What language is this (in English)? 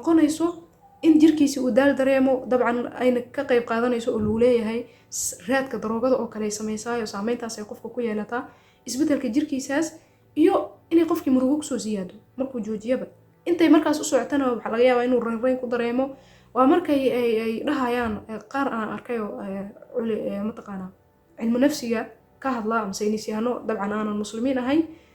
Somali